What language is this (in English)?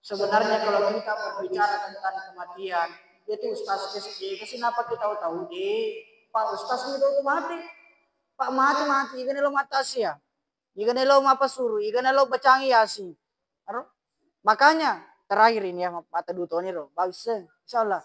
Buginese